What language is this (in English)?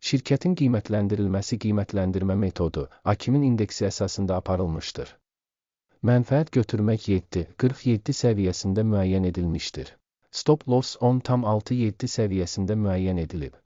Azerbaijani